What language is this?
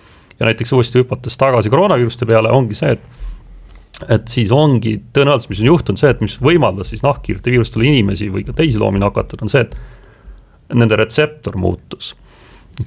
Estonian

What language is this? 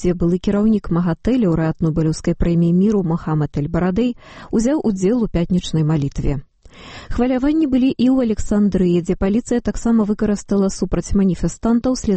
Belarusian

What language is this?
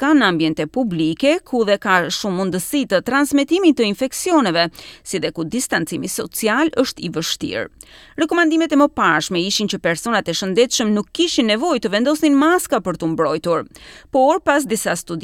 Albanian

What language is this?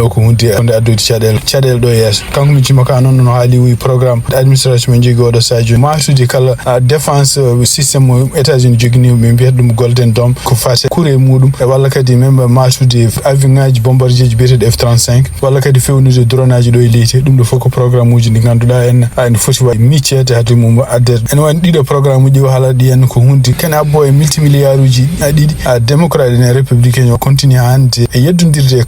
Fula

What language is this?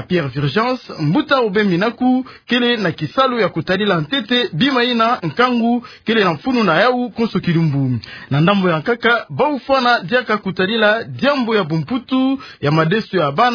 Kituba (Democratic Republic of Congo)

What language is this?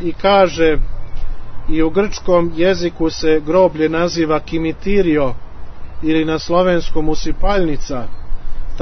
Serbian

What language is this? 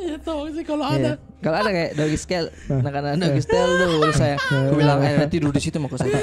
Makassar Malay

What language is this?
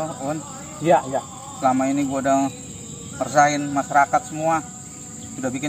Betawi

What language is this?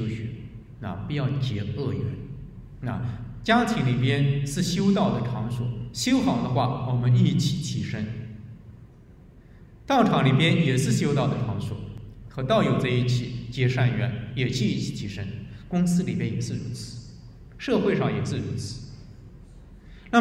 Chinese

